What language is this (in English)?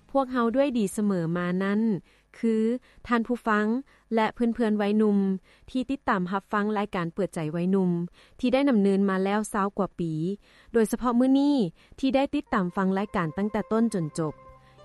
Lao